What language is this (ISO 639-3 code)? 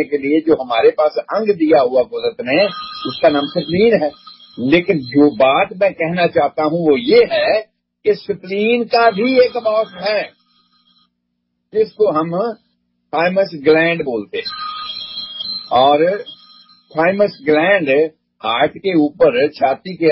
urd